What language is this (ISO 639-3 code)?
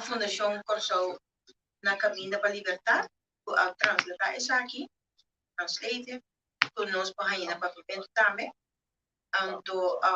pap